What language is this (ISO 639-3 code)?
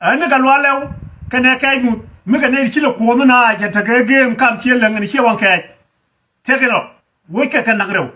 nus